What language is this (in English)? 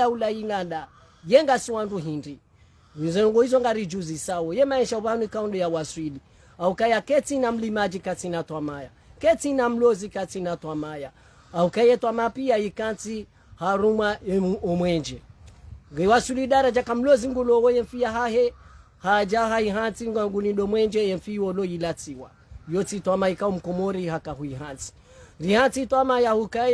Ngazidja Comorian